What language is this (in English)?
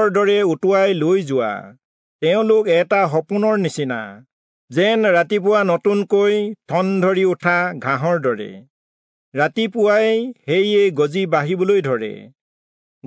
Assamese